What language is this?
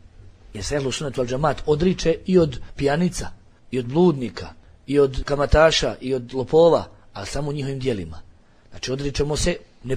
Bosnian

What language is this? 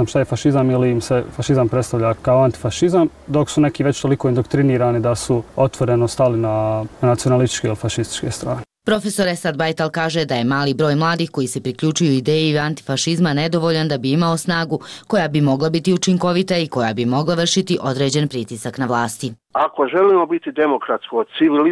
Croatian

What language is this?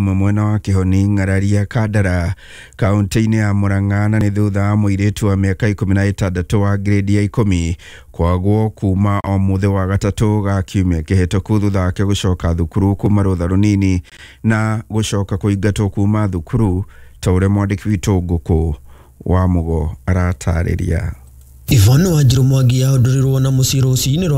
Kikuyu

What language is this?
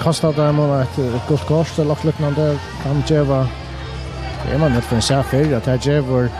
Faroese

